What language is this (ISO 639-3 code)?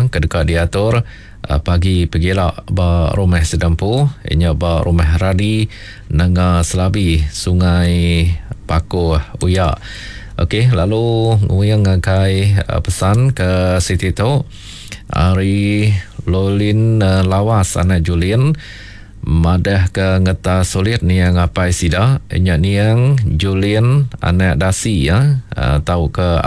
iba